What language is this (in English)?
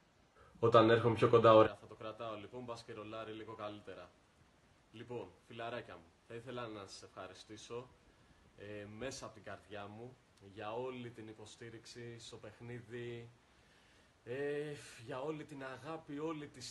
Greek